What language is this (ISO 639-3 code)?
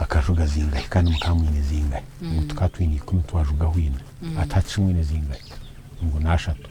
nyn